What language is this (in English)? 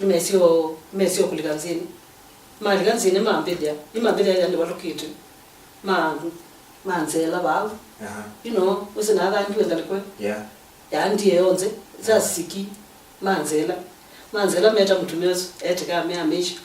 Kamba